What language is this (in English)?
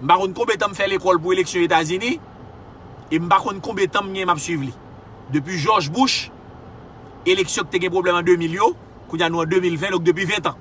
Haitian Creole